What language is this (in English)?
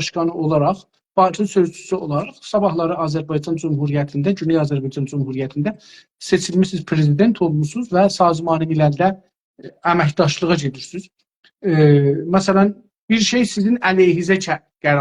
South Azerbaijani